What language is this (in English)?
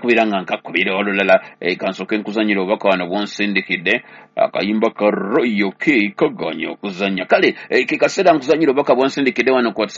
Ganda